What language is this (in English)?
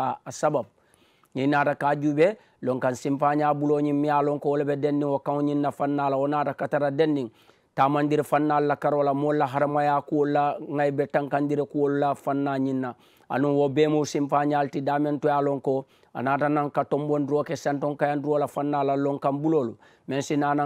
Mandingo